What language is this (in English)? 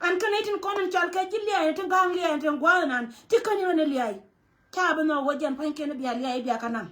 Nuer